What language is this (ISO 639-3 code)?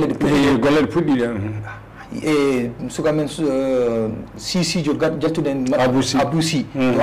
ful